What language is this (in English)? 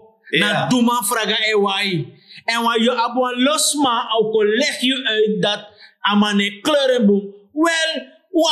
Sranan Tongo